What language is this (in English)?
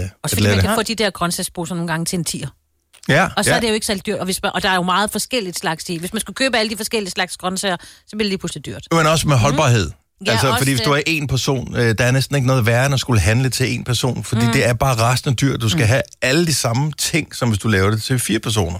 Danish